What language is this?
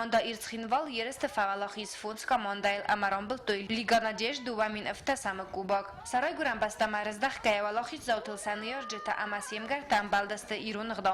Ossetic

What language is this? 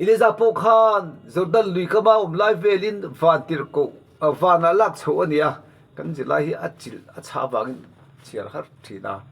Mizo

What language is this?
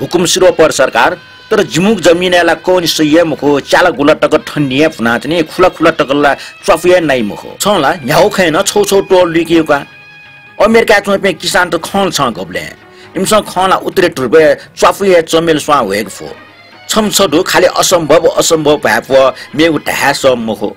Newari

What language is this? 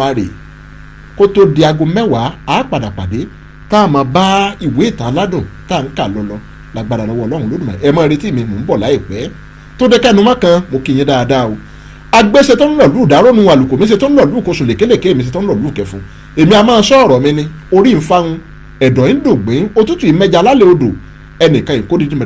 Yoruba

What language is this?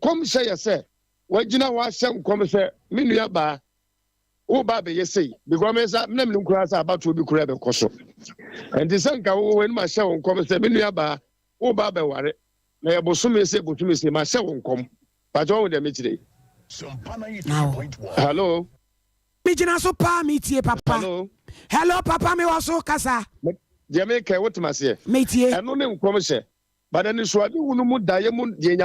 Akan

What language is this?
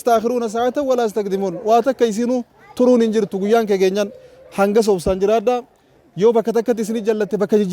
Oromo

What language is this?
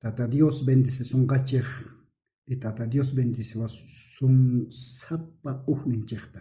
South Bolivian Quechua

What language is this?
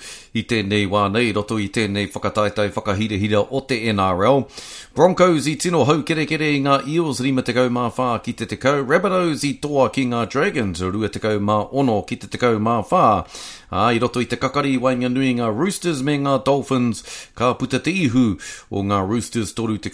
Māori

